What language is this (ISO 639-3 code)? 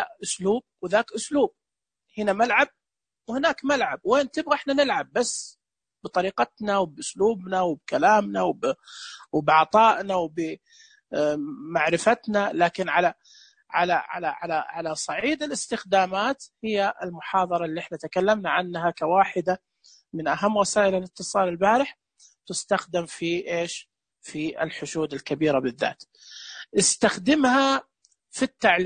ars